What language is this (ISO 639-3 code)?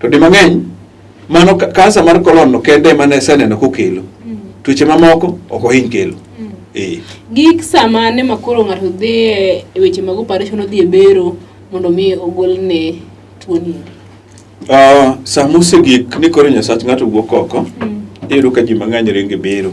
luo